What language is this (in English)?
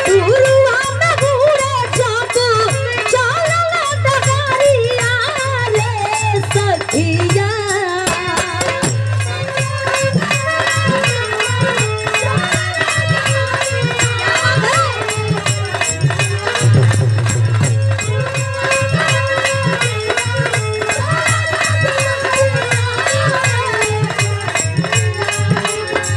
Bhojpuri